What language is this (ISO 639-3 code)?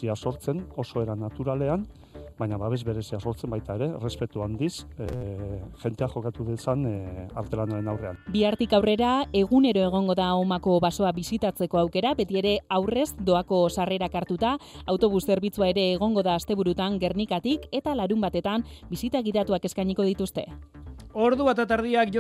eus